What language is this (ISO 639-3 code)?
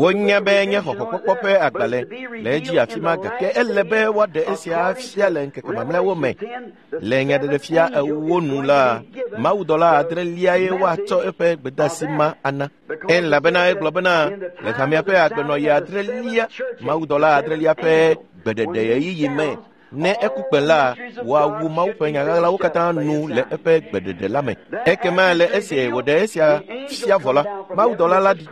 ewe